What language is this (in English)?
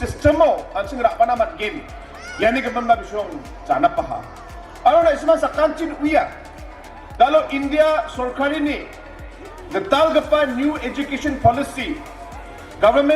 Garo